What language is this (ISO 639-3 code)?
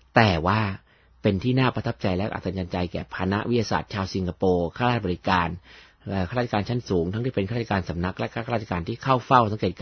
tha